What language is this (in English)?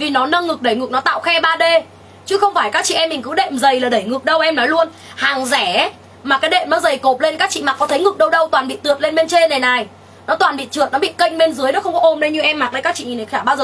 Vietnamese